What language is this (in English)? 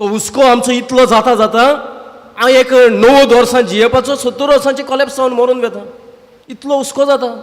Konkani